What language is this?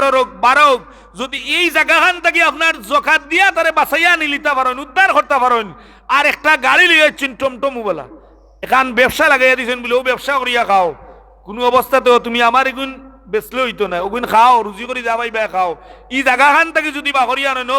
Sylheti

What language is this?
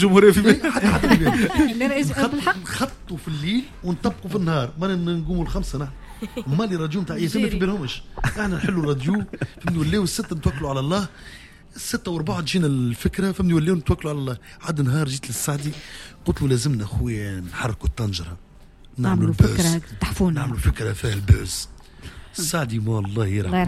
Tunisian Arabic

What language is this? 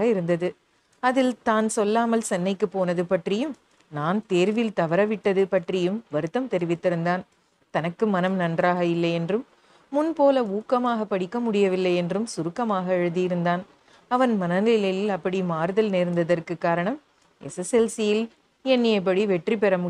Tamil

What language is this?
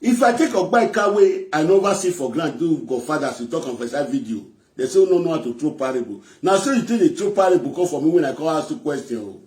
Nigerian Pidgin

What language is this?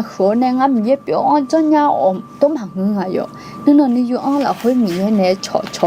Akha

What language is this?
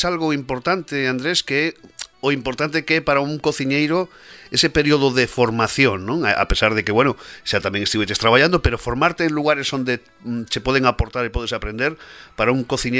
Galician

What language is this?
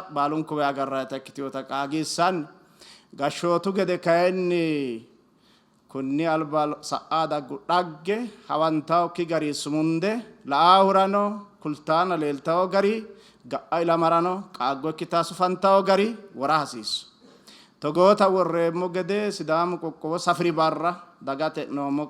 Sidamo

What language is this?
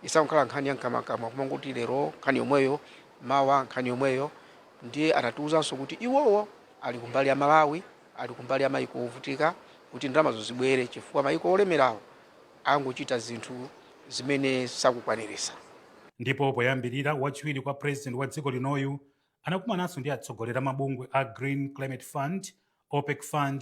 Nyanja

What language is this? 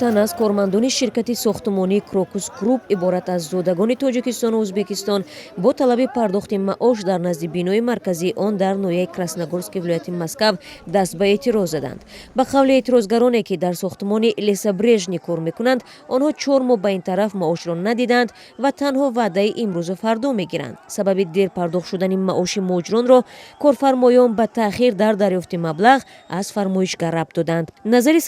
Tajik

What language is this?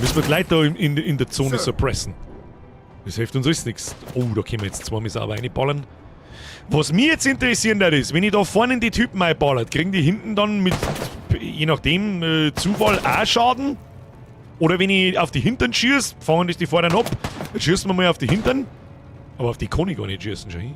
Bavarian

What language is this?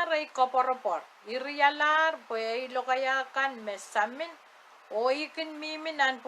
Pohnpeian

